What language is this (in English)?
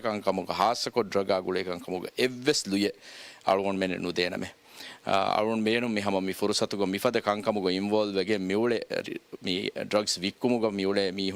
Divehi